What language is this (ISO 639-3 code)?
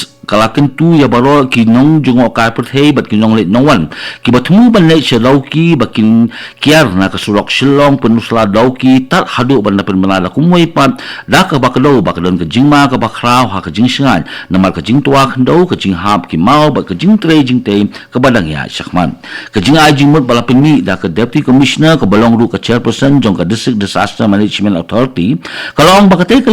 kha